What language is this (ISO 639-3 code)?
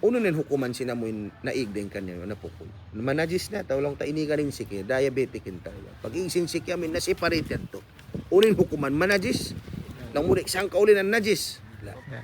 tsg